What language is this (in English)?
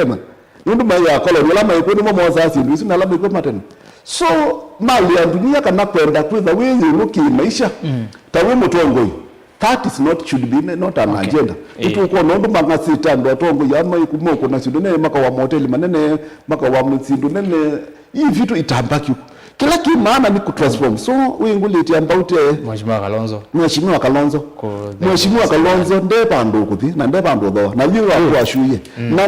Kamba